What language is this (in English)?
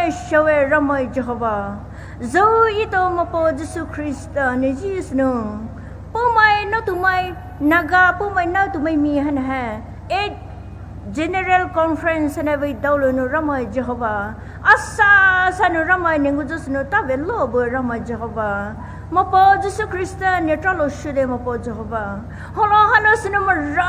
Poumei Naga